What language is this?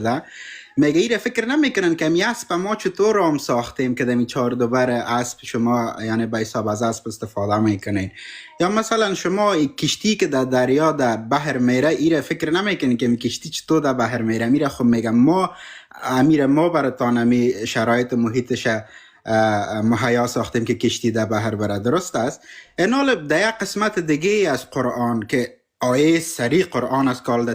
Persian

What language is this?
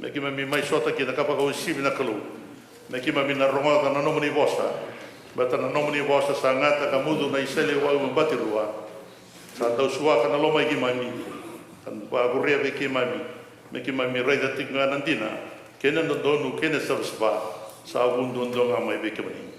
Fijian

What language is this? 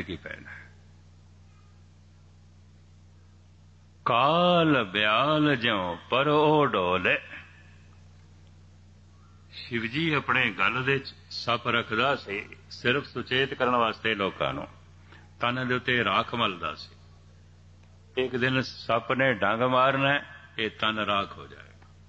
Punjabi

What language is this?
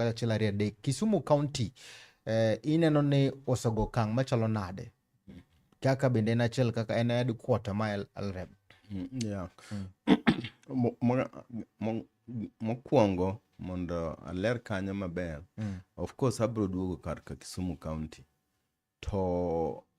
Luo (Kenya and Tanzania)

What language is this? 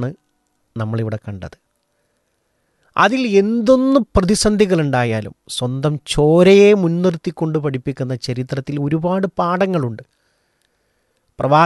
Malayalam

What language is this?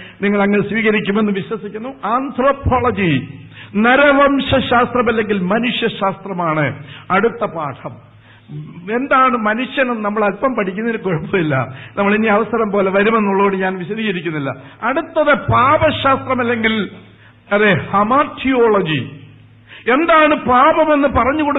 Malayalam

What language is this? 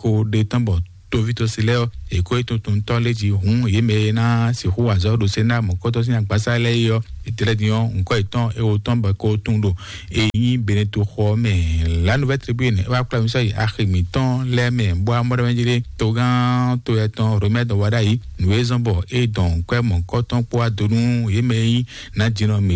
Fon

